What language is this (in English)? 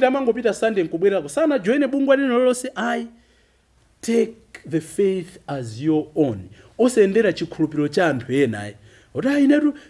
Nyanja